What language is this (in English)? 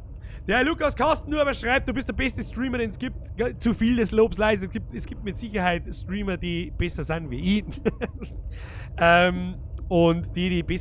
Bavarian